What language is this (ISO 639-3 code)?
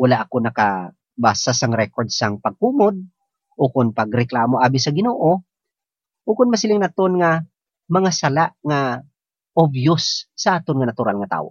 hil